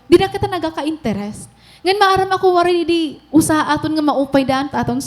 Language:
Waray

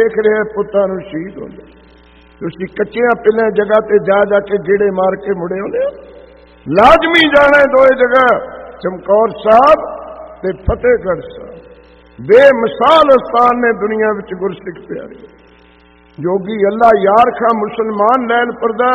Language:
Punjabi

